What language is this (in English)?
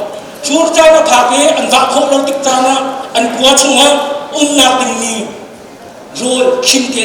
Hakha Chin